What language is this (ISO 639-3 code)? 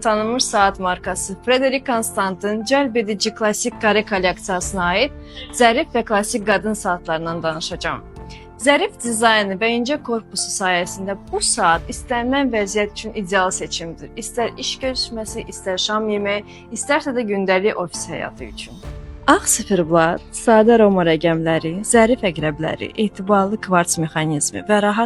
aze